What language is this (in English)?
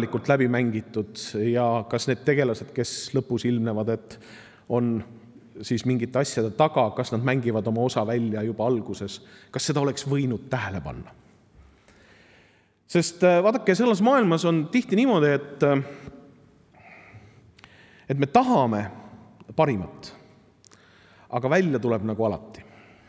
Estonian